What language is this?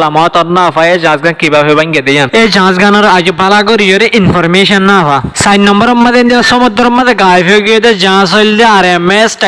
Rohingya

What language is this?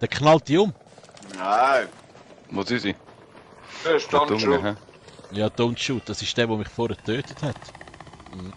Swiss German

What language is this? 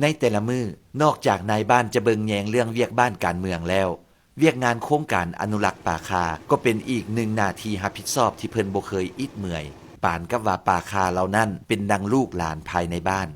Lao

